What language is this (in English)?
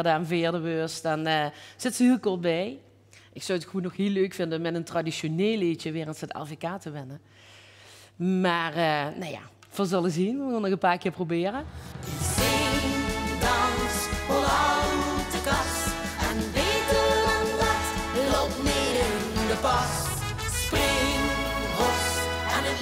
Limburgish